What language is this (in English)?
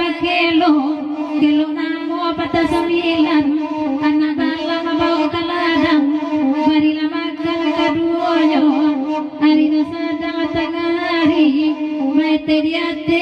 Minangkabau